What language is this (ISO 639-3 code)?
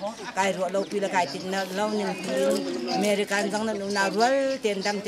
cnh